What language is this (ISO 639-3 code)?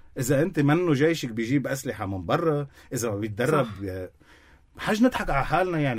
apc